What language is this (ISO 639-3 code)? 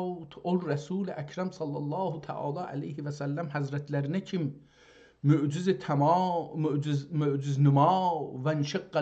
azb